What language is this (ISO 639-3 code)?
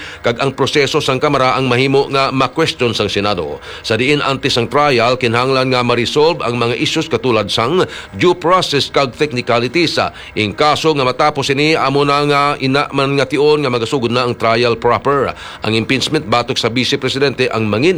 hil